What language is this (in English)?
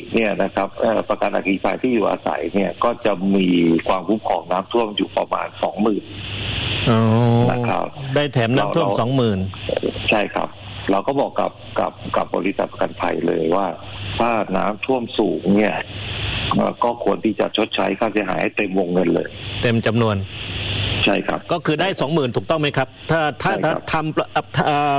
Thai